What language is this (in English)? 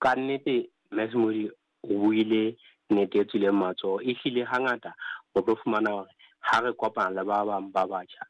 Southern Sotho